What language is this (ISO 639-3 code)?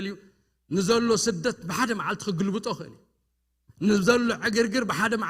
tir